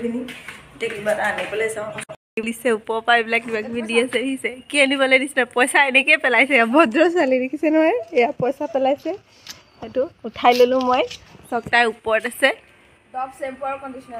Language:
Assamese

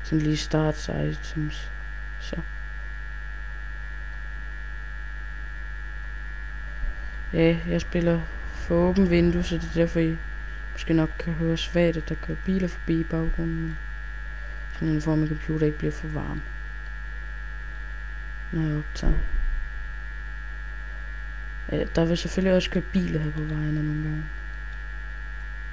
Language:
Danish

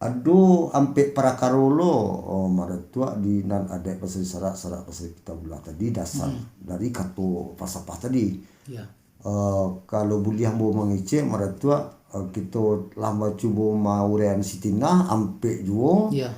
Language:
Minangkabau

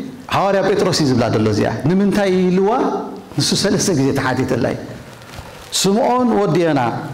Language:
Tigrinya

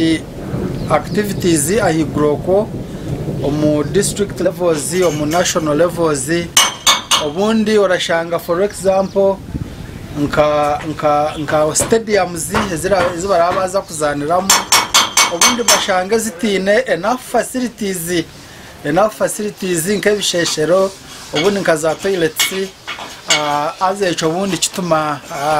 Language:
Nyankole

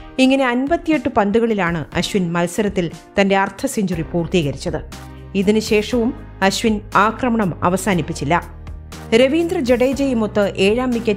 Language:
Malayalam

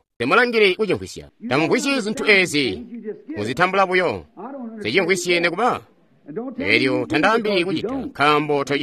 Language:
Tonga (Zambia)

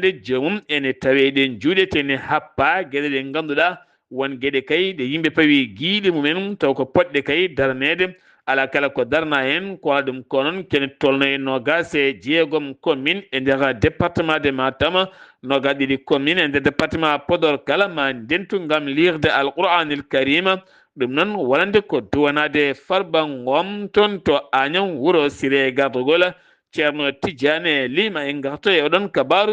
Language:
Fula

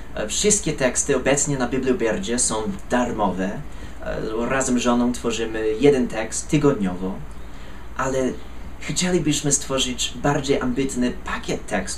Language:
Polish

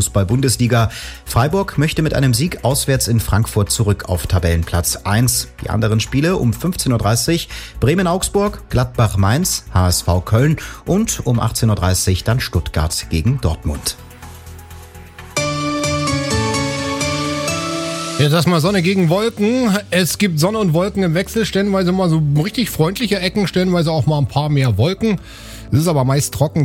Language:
German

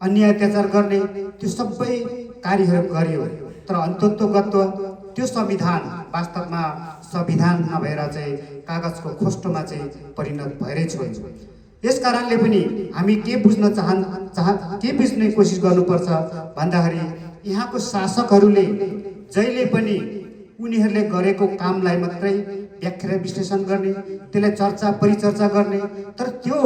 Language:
Nepali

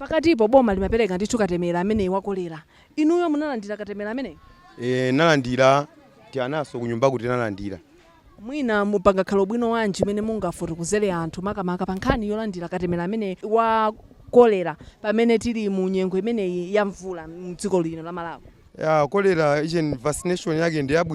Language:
Nyanja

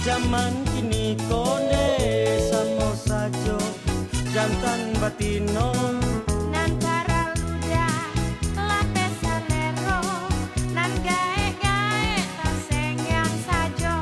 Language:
Minangkabau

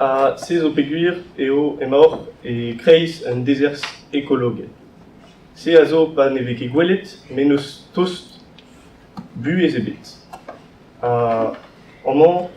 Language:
Breton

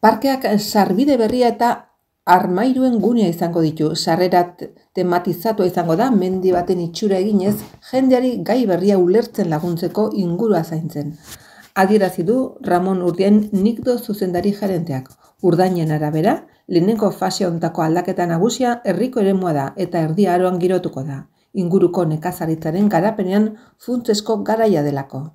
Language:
Basque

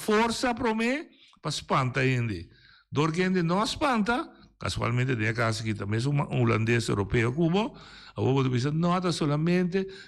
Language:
Papiamento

